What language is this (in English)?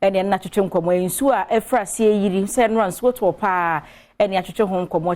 Akan